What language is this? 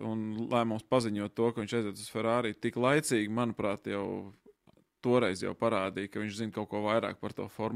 Latvian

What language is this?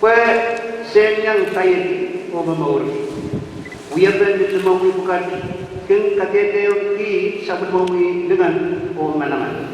Pohnpeian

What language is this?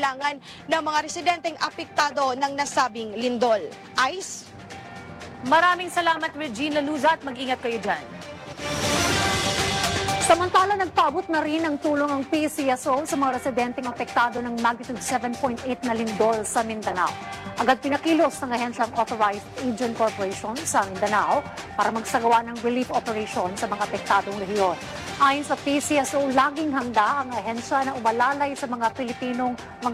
Filipino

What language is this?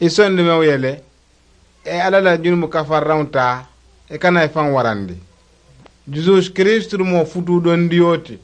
Mandingo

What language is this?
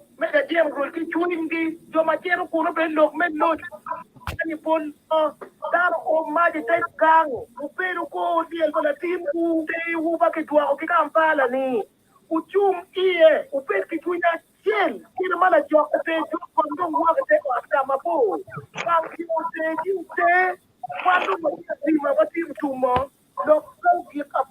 Acoli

